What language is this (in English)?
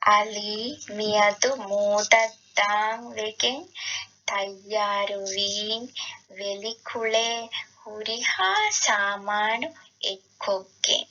Divehi